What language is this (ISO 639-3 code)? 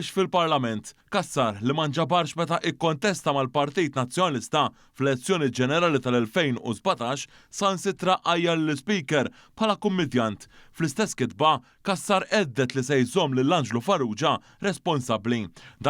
mlt